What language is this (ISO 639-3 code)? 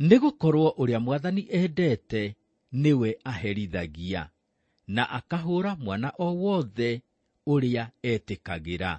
kik